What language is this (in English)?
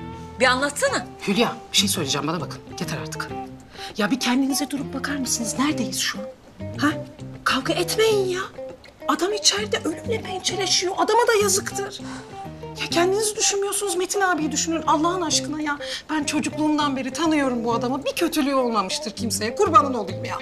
Turkish